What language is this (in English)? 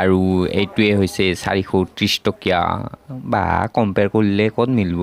Assamese